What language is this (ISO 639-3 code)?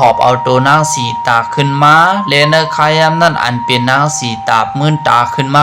shn